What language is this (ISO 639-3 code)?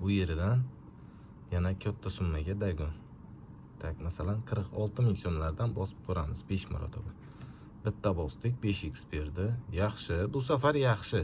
uzb